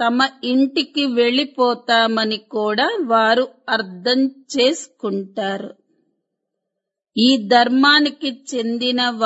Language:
Telugu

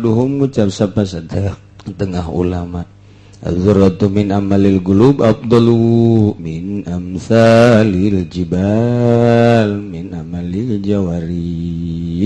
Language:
Sundanese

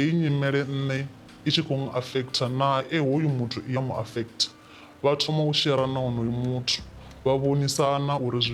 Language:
Venda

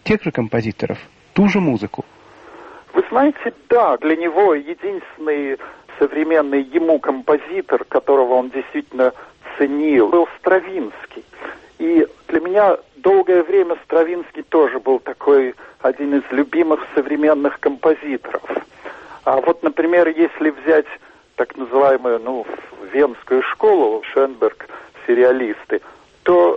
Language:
Russian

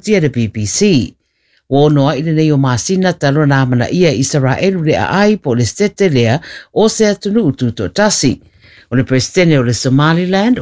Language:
Samoan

